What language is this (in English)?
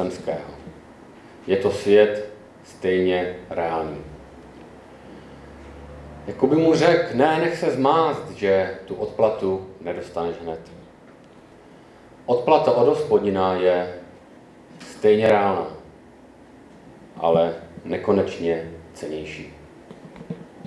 Czech